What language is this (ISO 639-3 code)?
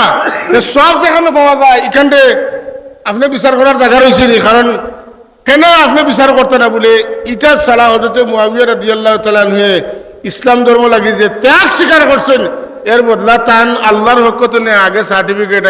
syl